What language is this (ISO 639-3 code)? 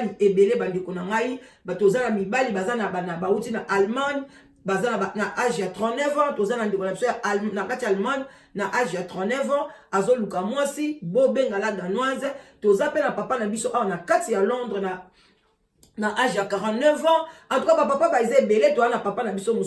lin